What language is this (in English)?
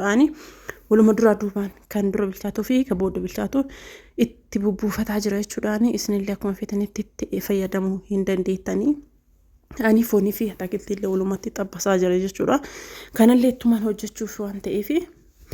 Oromo